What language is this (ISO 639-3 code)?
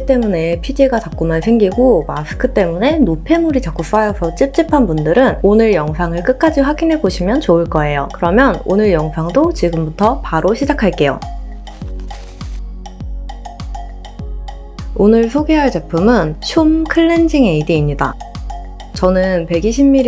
kor